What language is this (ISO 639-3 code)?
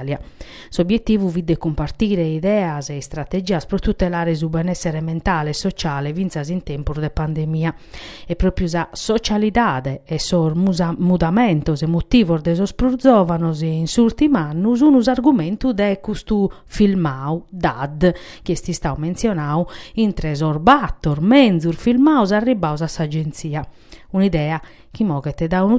srd